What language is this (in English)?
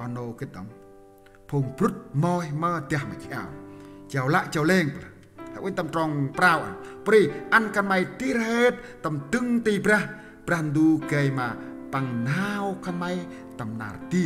Central Mnong